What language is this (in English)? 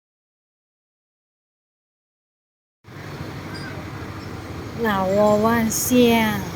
Lao